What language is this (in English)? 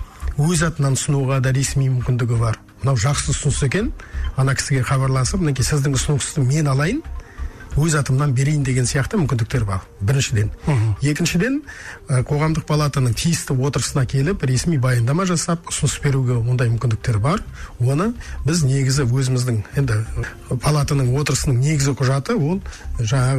Kazakh